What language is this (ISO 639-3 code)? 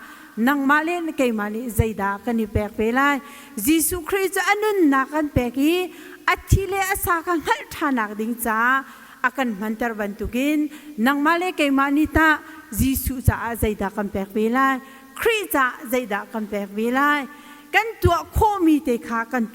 cnh